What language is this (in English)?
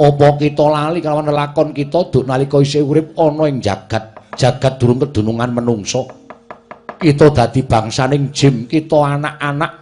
Javanese